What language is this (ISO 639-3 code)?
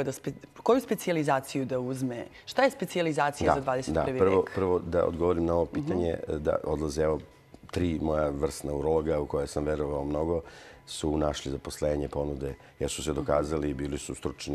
srp